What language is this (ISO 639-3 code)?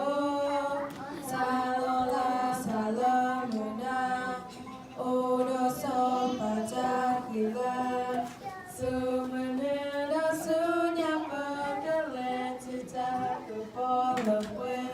ksw